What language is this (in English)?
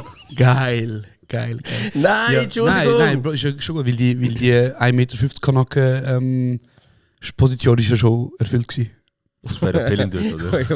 Swiss German